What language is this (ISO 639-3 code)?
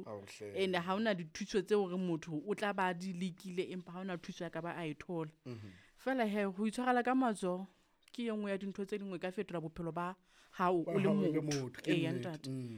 sot